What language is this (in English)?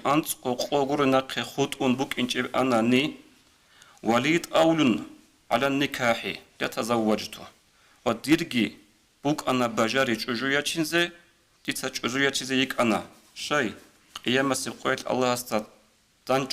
Avaric